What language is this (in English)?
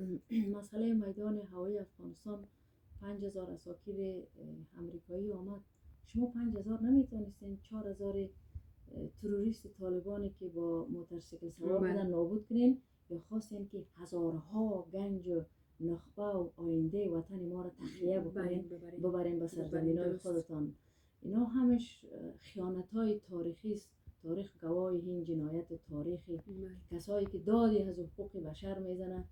Persian